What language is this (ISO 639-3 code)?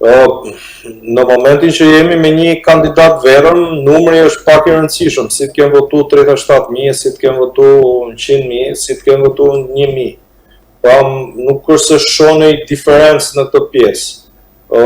sqi